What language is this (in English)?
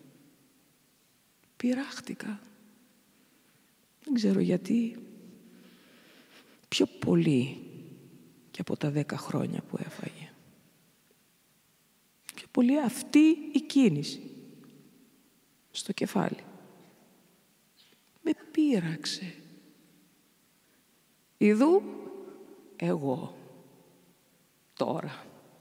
Greek